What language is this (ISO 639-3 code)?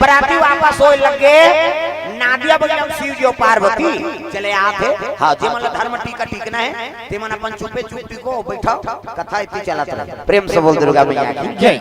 hne